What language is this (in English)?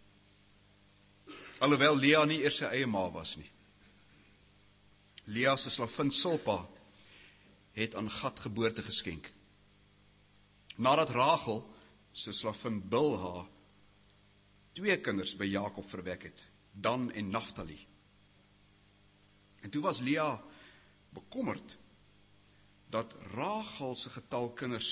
Afrikaans